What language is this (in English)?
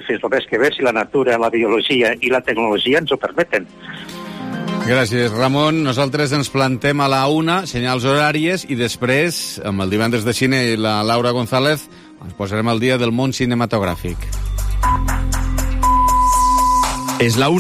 Catalan